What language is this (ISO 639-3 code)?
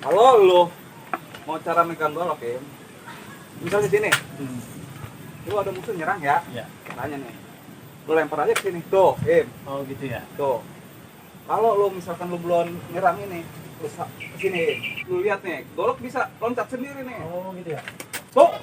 bew